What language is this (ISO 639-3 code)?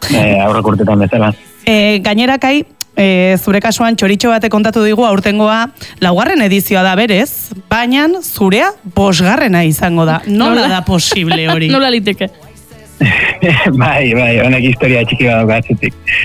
eus